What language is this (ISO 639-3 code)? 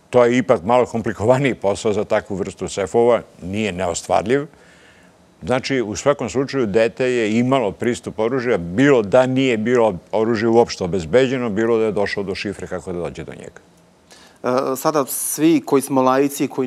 srp